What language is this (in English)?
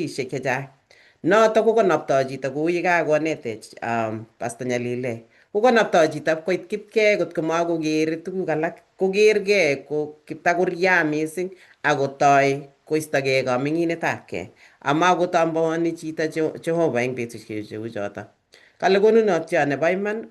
Kalenjin